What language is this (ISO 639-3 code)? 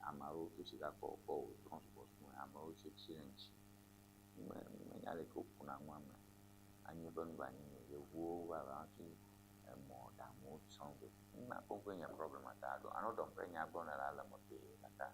ewe